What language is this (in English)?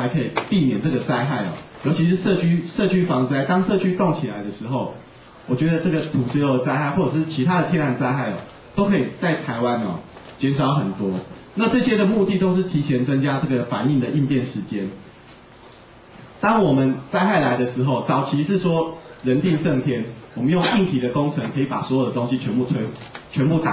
Chinese